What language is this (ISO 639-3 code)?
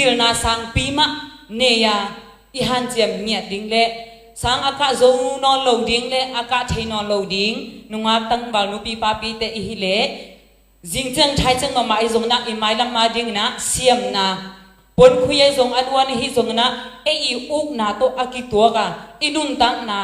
ctd